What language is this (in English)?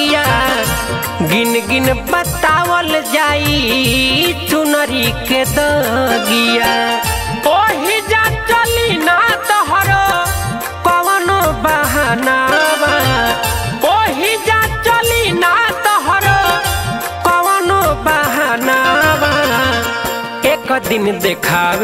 Bhojpuri